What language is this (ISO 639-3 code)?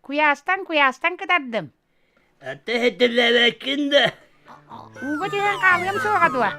sah